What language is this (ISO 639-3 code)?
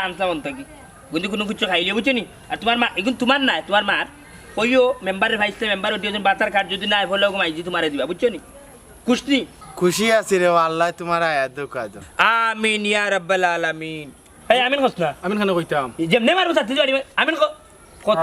syl